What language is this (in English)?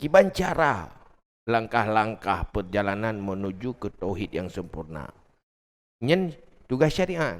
Achinese